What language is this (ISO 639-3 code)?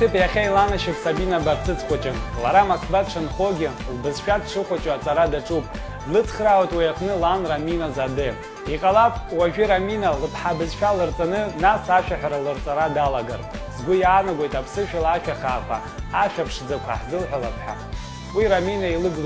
abk